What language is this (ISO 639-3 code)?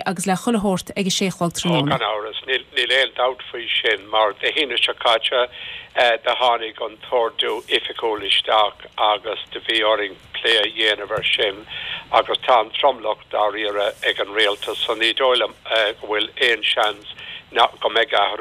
gle